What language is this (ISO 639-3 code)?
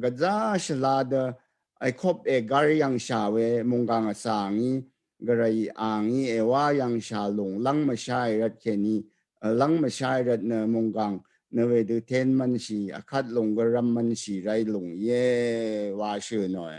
raw